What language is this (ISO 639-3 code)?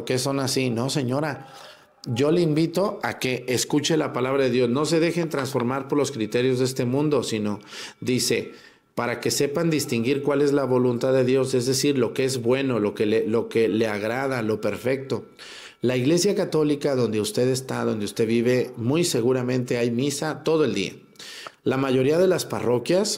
spa